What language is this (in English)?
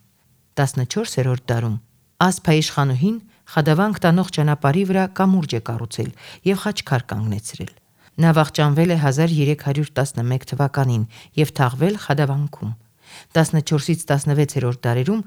Armenian